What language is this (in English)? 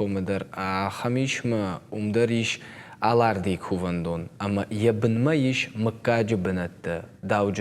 Ossetic